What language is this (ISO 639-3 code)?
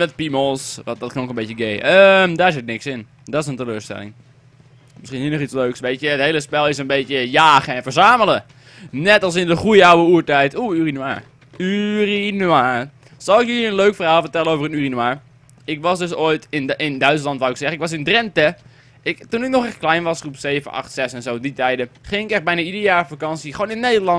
nld